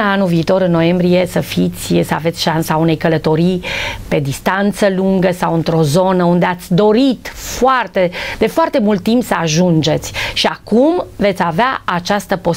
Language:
Romanian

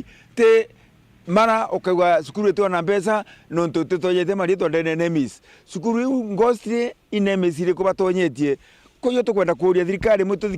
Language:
Meru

